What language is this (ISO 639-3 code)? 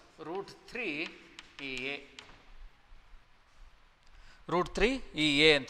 kan